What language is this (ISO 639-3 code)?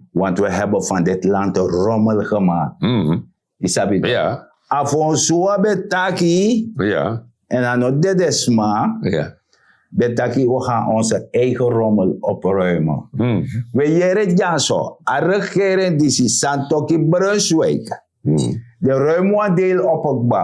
srn